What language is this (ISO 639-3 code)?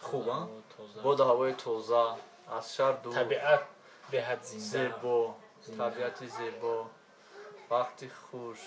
tgk